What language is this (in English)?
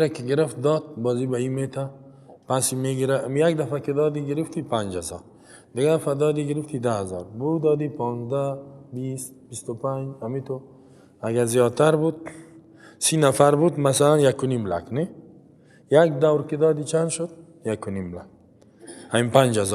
Persian